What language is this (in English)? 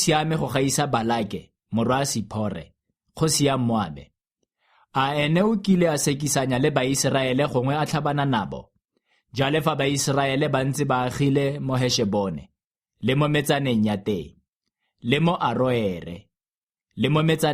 Tswana